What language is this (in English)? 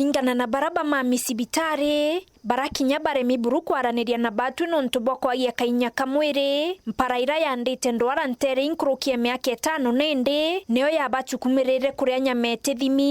Meru